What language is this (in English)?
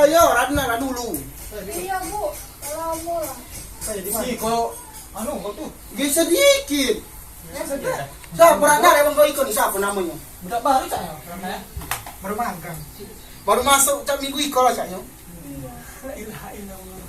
Musi